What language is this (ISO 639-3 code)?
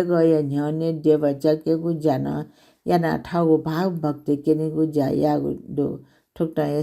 new